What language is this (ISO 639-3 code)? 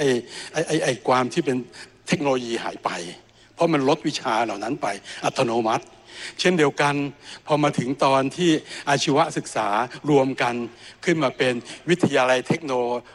tha